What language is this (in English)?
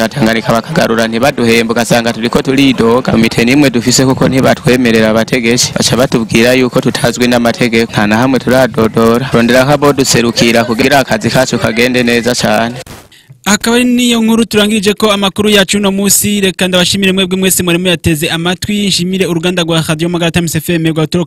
Rundi